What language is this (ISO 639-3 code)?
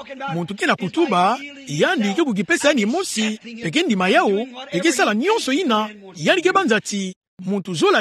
ktu